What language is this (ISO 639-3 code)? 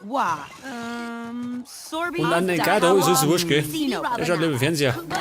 bar